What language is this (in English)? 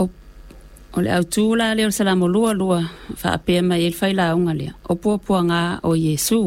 Samoan